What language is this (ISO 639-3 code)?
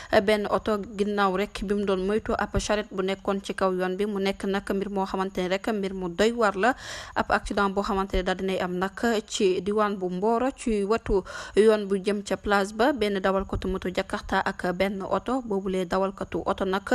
wol